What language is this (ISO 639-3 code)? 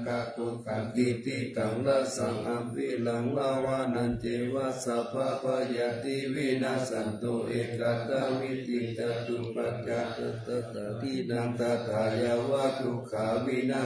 pli